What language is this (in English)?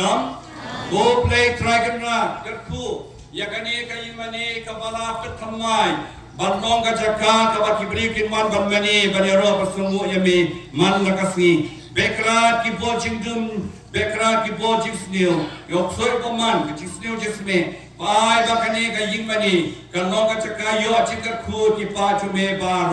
Khasi